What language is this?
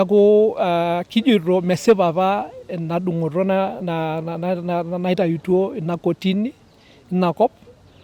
Masai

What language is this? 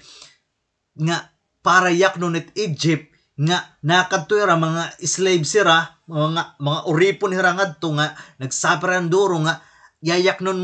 Waray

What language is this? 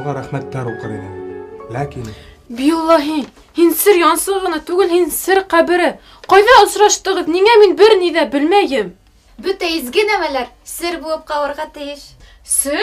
Bashkir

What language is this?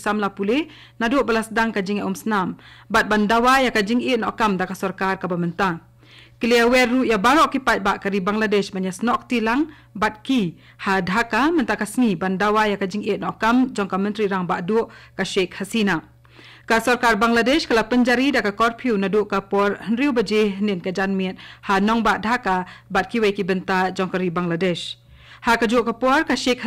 Khasi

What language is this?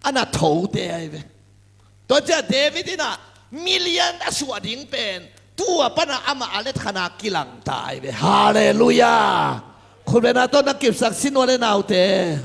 Tedim Chin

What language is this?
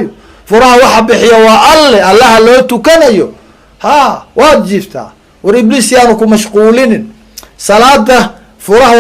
Somali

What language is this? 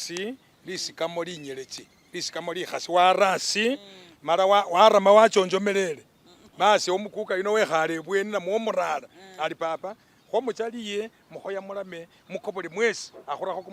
Masaaba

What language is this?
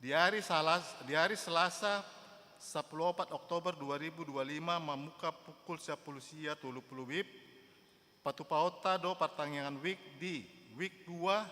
Batak Toba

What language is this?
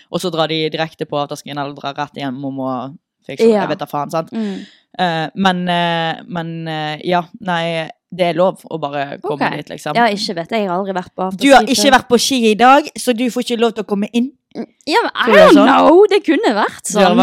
Norwegian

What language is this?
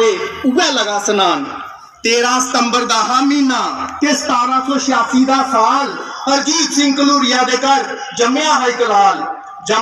Dogri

